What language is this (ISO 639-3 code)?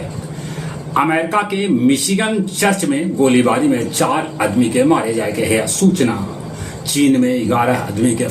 mag